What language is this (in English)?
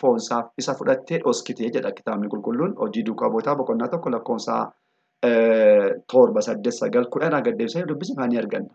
Oromo